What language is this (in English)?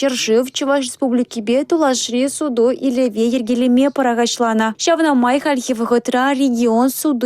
Chuvash